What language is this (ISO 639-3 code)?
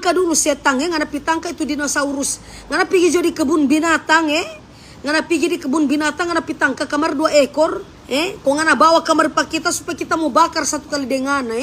xmm